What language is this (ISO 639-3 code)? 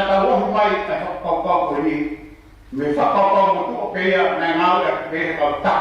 ton